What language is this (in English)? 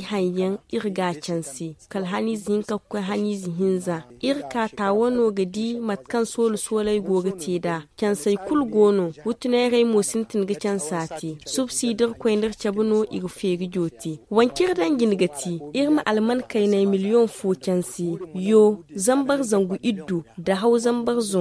Zarma